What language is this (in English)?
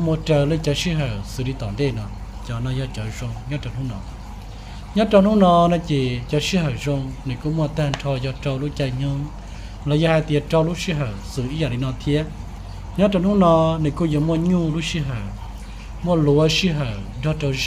Hmong